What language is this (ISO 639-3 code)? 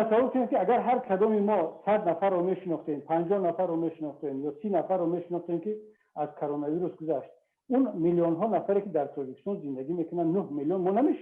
tgk